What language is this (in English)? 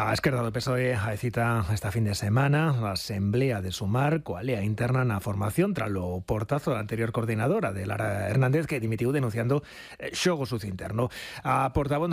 Galician